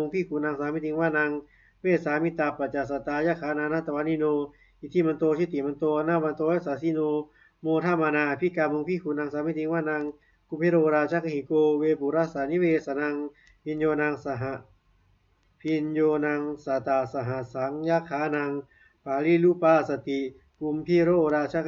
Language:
Pali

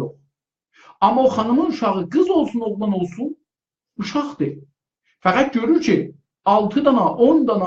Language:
South Azerbaijani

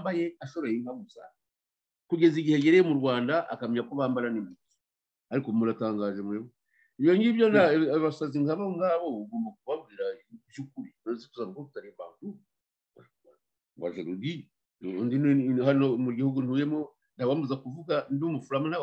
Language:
Kinyarwanda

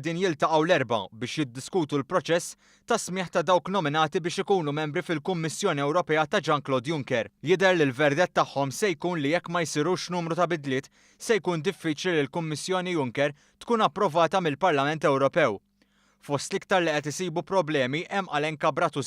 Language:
Maltese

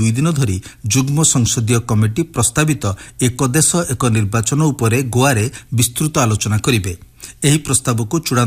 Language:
Odia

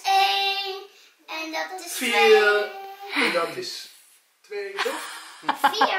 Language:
Dutch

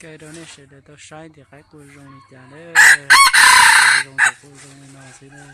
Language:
Hmong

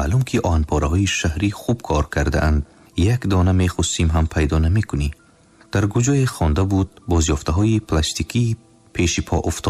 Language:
Tajik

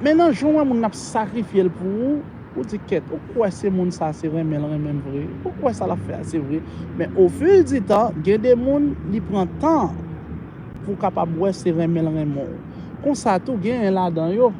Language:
Haitian Creole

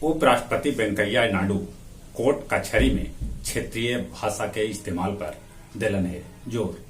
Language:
Magahi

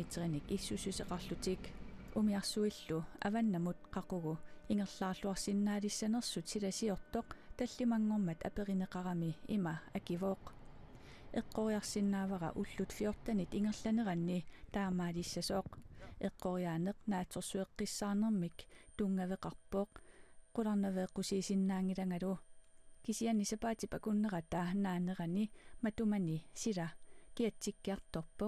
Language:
Kalaallisut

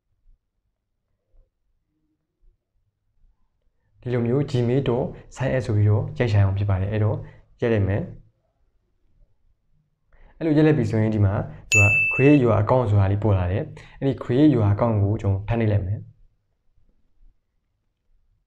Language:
Burmese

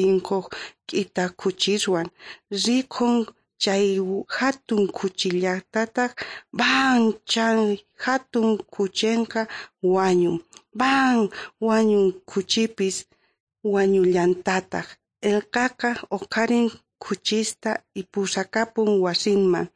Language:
South Bolivian Quechua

